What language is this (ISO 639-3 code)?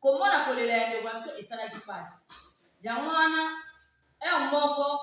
lin